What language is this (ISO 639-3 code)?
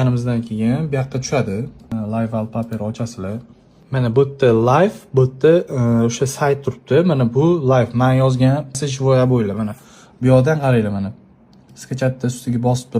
uzb